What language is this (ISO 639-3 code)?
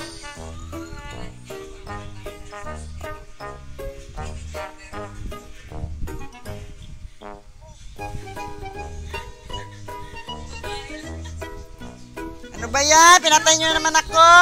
fil